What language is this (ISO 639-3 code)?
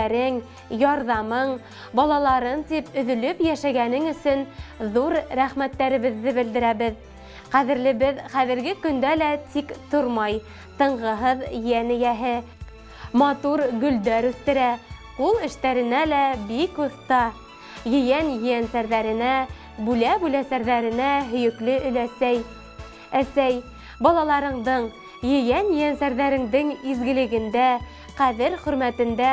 bak